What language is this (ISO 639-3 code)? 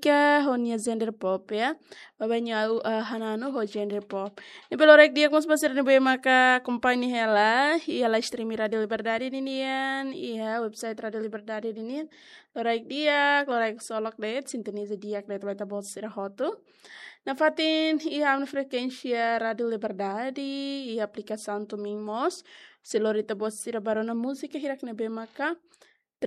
tet